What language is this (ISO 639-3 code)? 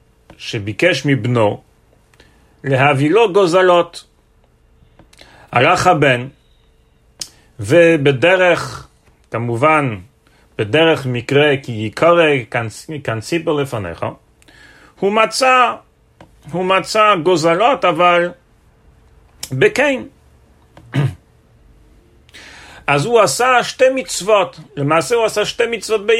heb